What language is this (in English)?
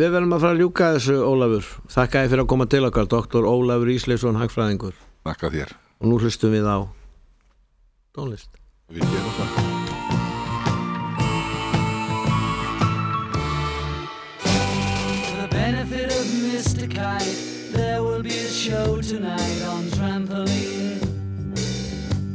Icelandic